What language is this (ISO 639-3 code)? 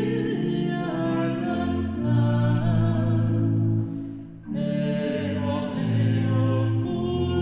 dan